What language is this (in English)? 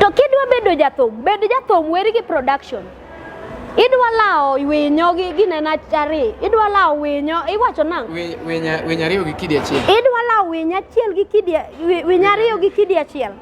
Luo (Kenya and Tanzania)